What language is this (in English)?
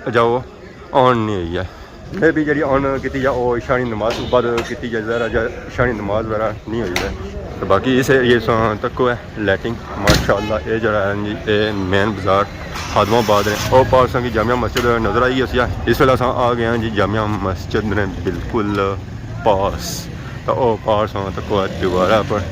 Pahari-Potwari